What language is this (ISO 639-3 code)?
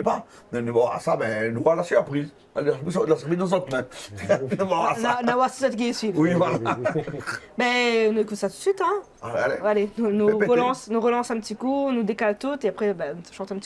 rcf